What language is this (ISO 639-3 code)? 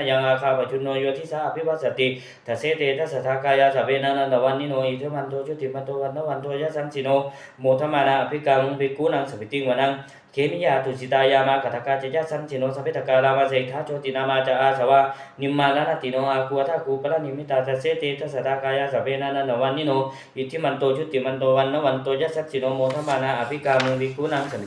pli